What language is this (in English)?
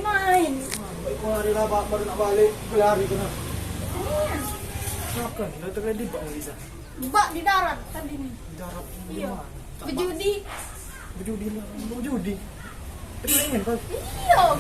Musi